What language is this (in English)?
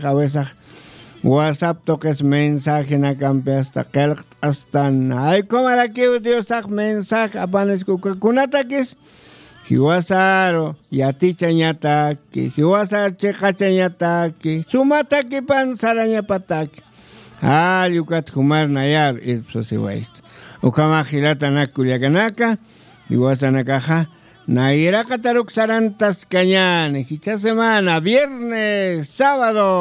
Aymara